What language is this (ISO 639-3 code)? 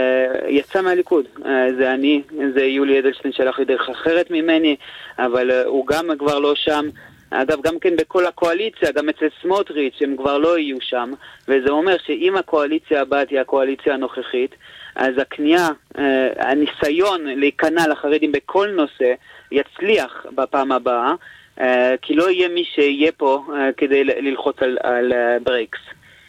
heb